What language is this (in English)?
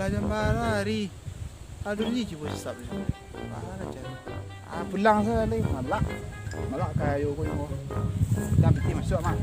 Minangkabau